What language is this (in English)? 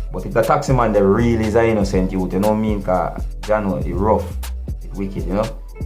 Jamaican Creole English